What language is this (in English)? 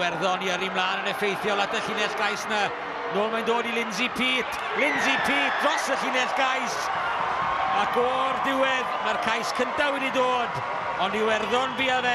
Welsh